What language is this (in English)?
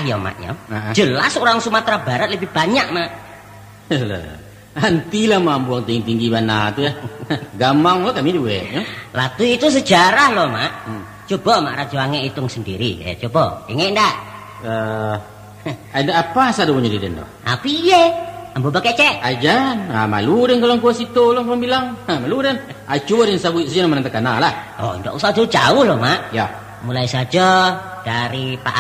Minangkabau